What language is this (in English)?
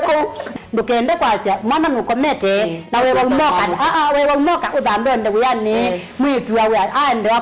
Kamba